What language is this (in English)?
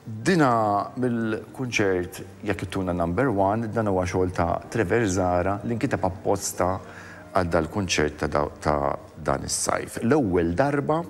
Maltese